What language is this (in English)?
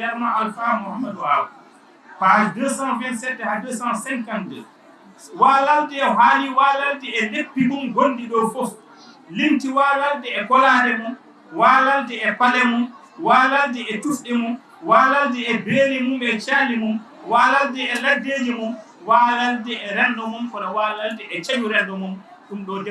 Fula